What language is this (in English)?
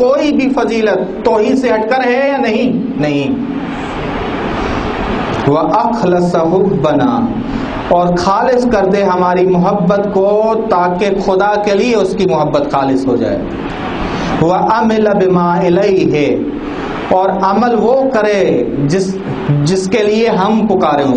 Urdu